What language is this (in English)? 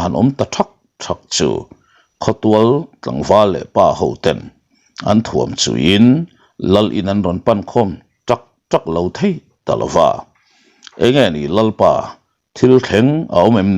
Mizo